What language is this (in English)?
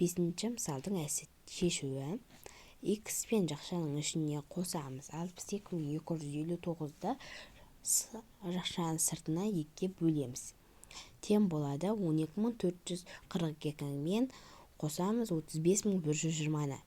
Kazakh